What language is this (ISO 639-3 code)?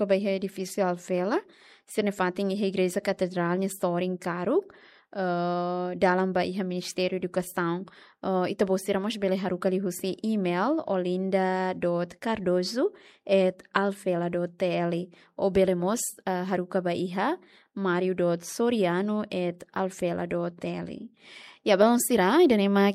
tet